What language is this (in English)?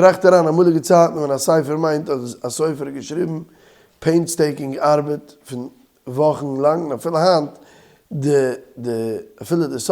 Yiddish